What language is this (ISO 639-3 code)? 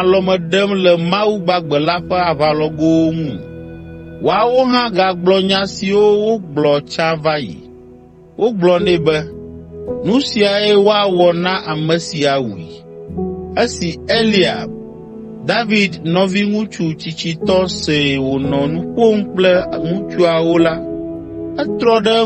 ewe